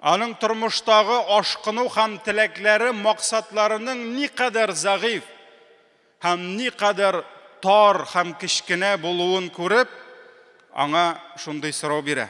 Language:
Tatar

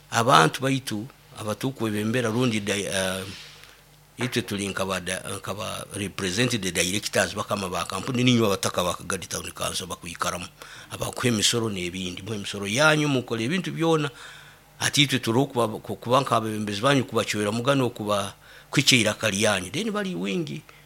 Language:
Nyoro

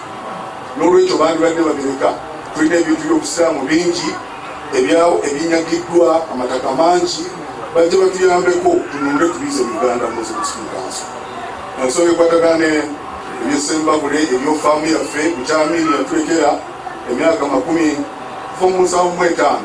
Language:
Ganda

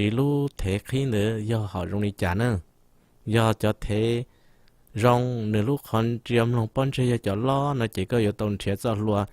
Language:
Hmong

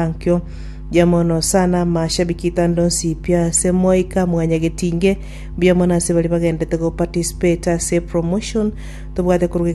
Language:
Gusii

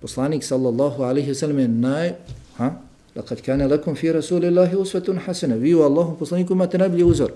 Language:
Bosnian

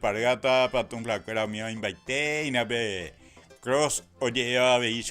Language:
Guarani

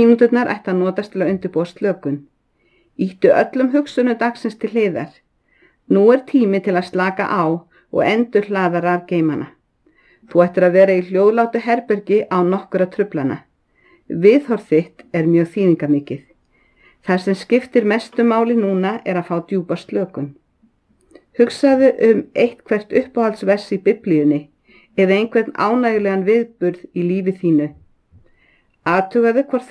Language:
Icelandic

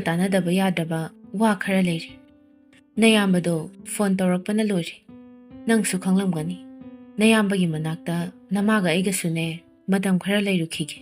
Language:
Manipuri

